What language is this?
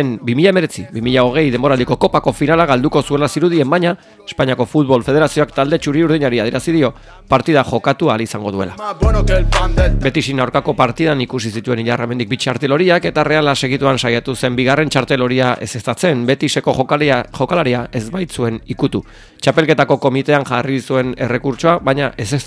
Basque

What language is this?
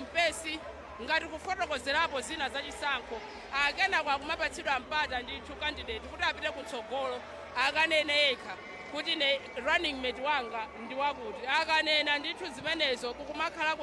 Nyanja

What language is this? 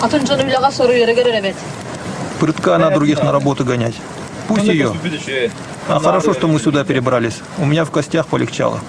Yakut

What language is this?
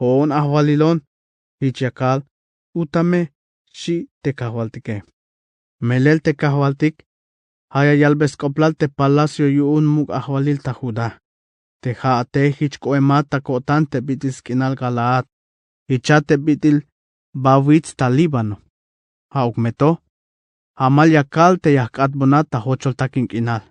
Tzeltal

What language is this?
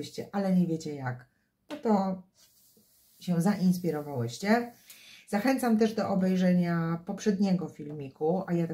Polish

